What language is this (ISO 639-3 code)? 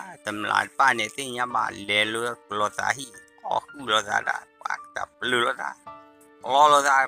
ksw